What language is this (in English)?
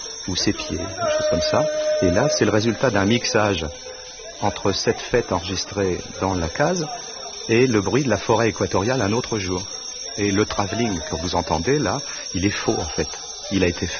French